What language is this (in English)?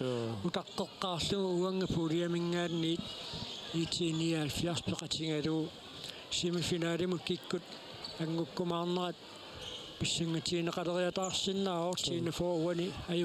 Kalaallisut